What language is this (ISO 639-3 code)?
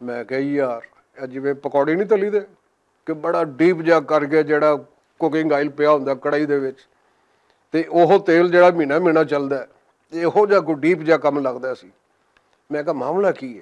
lah